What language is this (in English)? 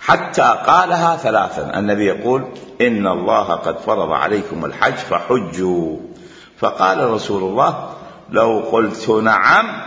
Mesopotamian Arabic